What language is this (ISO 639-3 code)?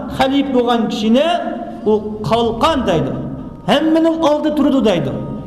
uig